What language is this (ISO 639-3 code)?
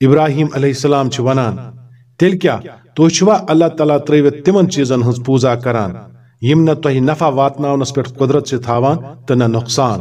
kas